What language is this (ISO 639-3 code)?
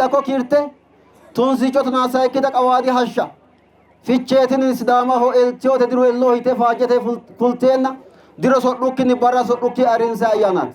sid